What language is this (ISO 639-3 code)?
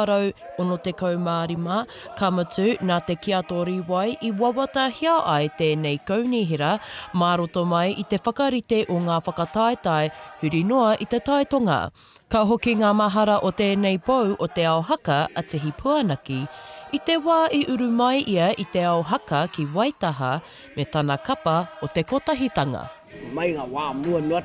mri